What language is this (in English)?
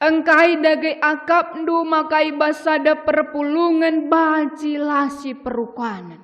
Batak Karo